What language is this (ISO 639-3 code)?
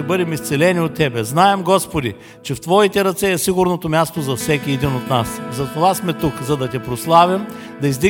bul